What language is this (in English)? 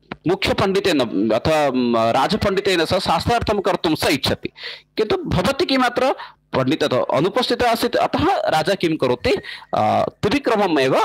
Sanskrit